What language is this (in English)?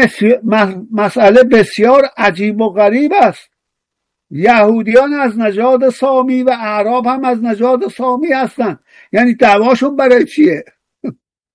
Persian